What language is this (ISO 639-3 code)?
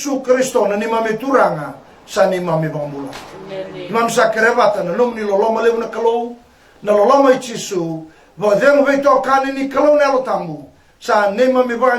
fij